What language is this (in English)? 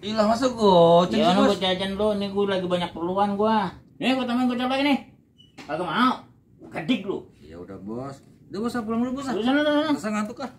Betawi